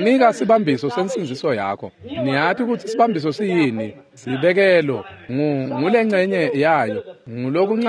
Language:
Swati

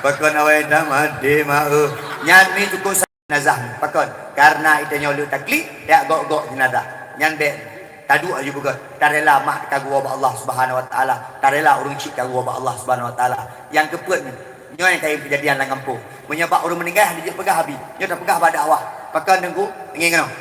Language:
Achinese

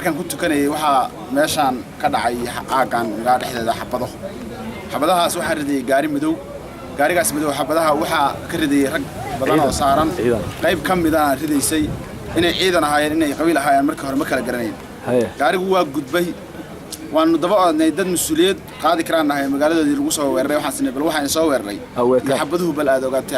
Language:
Somali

